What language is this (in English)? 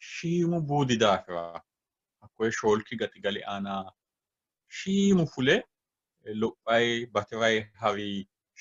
Sidamo